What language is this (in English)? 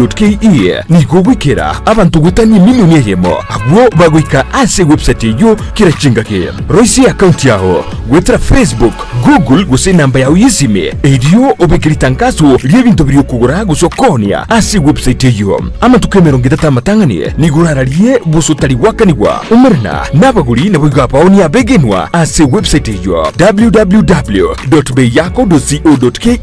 Gusii